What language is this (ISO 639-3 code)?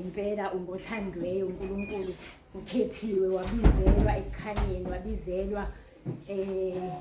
zul